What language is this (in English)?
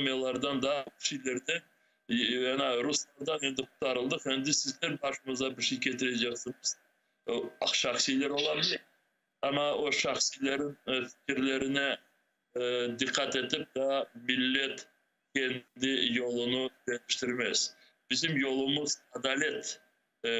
Crimean Tatar